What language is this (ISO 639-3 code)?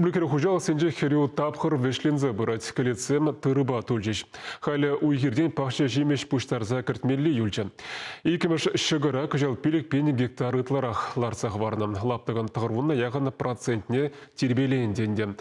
chv